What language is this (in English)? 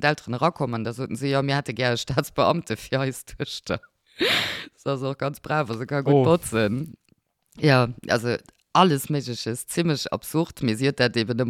Luxembourgish